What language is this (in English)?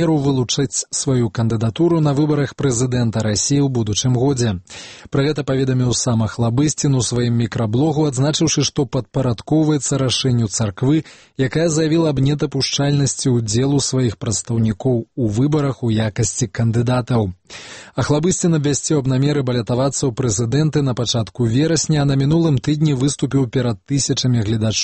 Belarusian